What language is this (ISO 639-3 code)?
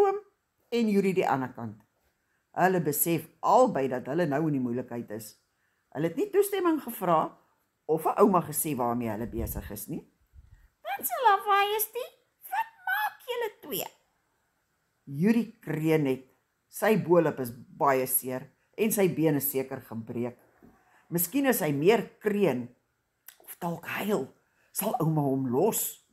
afr